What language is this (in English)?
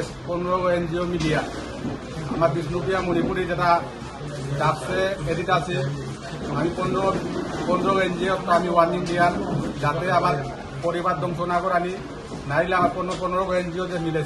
Riang (India)